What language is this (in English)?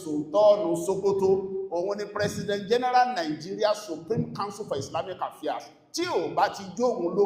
Yoruba